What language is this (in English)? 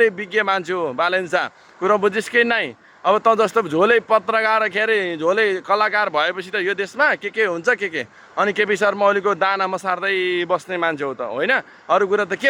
Nepali